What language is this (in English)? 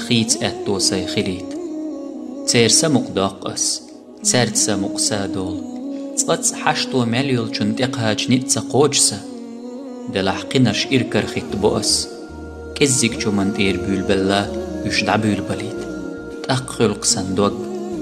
Chechen